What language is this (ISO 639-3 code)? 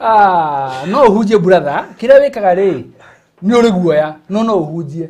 kik